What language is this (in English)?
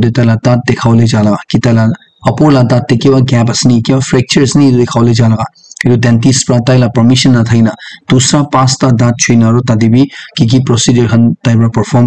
Naga Pidgin